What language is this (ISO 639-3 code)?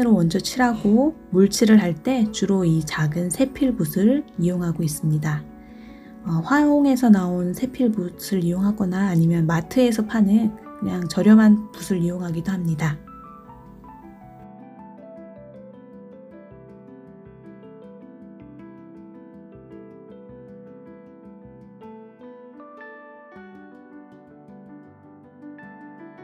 kor